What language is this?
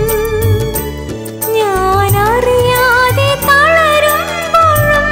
Malayalam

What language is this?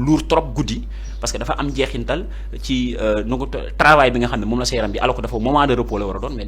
Wolof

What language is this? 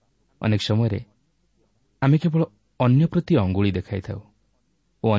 Odia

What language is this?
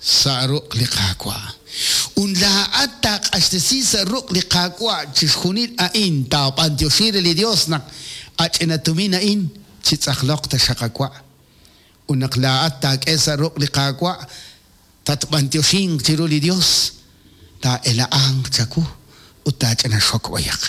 Kekchí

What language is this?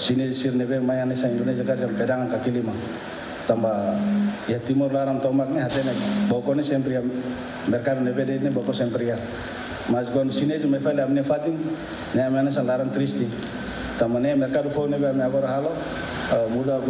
Tetum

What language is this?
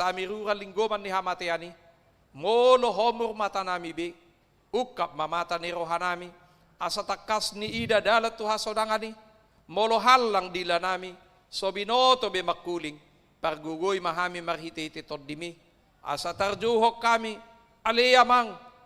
Batak Toba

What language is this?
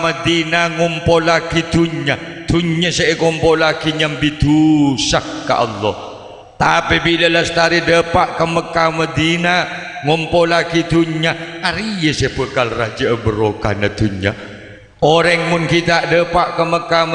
Madurese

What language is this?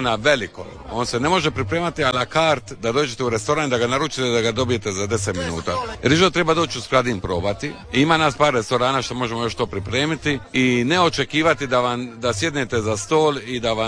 Croatian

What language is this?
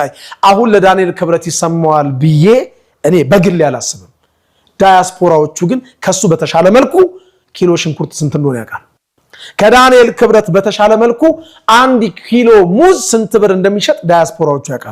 Amharic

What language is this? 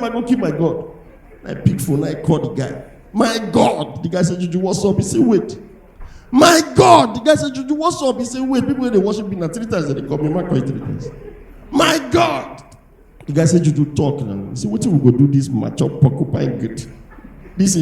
Nigerian Pidgin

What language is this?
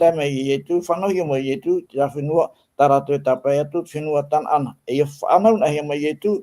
Tahitian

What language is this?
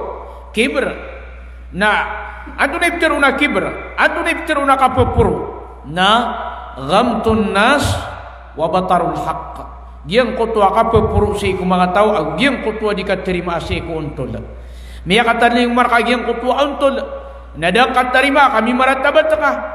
Maranao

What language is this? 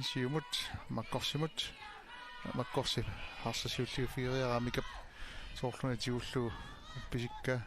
Kalaallisut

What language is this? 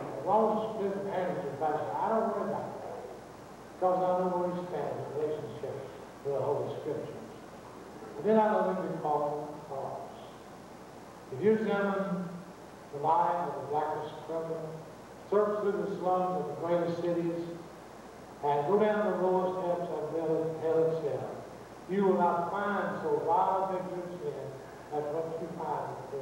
English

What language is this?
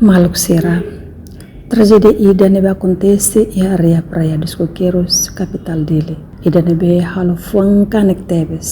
Tetum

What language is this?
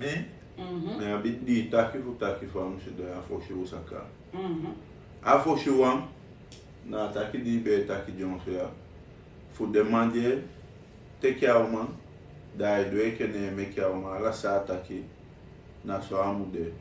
Sranan Tongo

